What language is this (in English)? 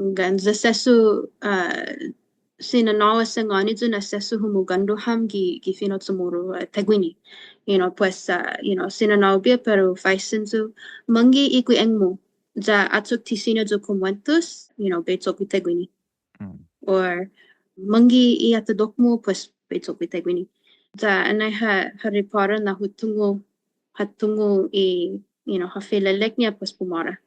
Chamorro